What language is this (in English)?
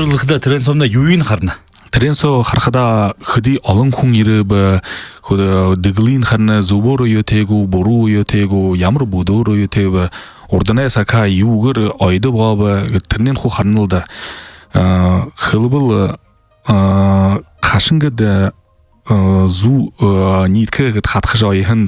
Buriat